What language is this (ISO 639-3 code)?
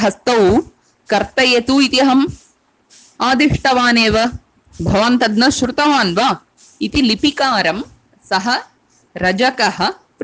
san